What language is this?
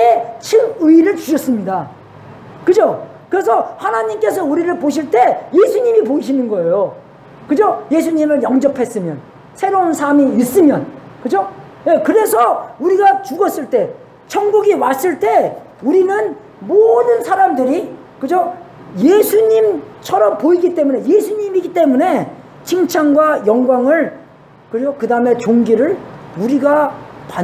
Korean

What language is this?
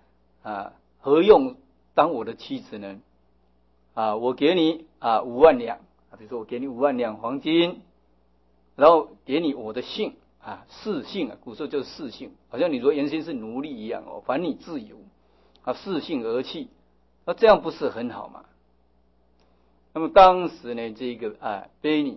Chinese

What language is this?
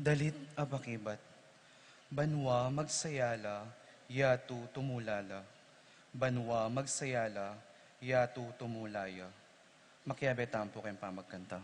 Pampanga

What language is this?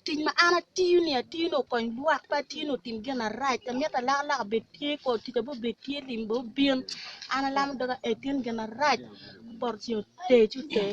Acoli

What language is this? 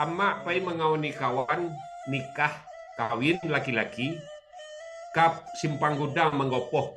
Minangkabau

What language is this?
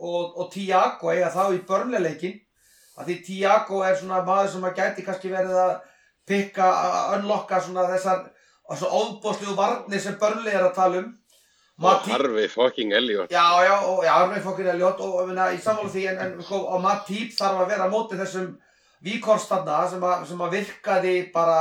Icelandic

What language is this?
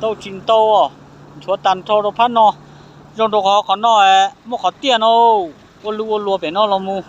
Hmong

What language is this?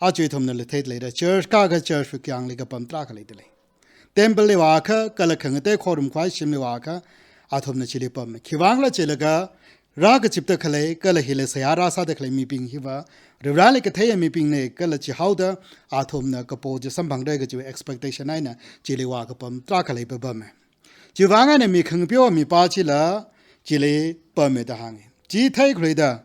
Tangkhul Naga (India)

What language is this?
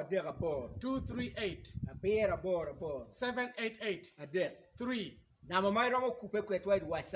Acoli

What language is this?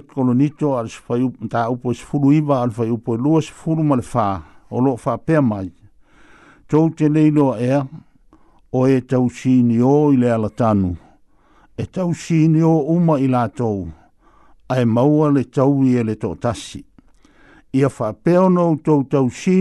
Samoan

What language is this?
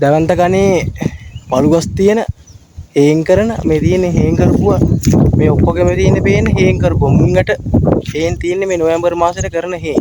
Sinhala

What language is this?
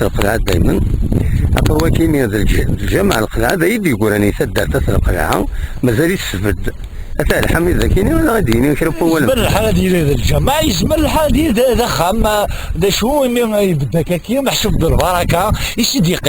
Kabyle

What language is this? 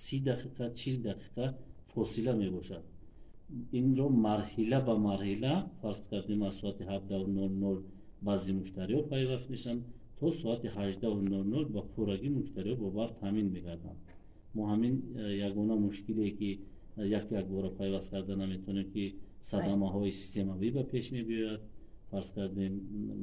Tajik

